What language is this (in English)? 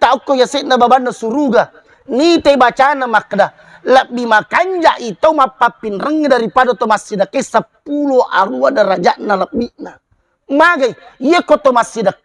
Buginese